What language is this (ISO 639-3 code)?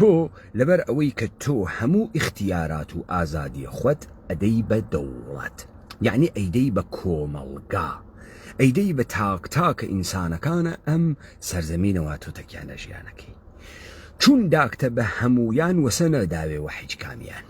ckb